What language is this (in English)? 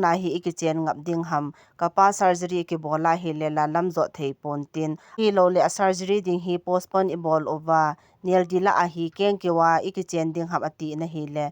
Thado Chin